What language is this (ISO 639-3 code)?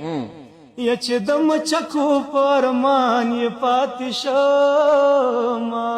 pus